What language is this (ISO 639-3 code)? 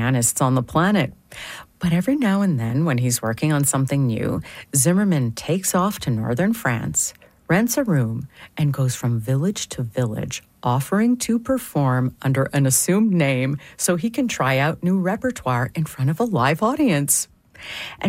eng